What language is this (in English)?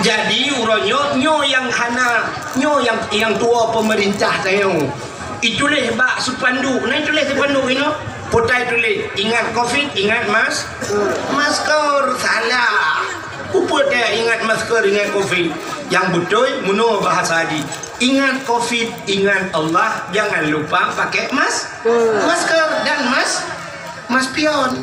Achinese